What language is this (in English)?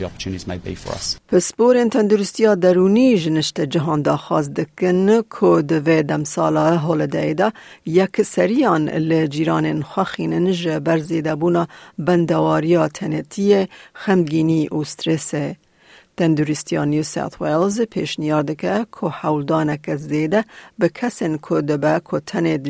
Kurdish